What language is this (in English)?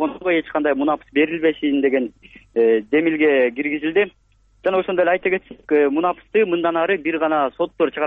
Kyrgyz